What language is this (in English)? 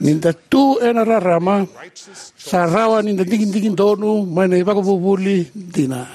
Fijian